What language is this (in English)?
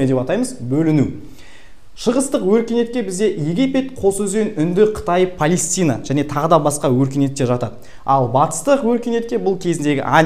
Kazakh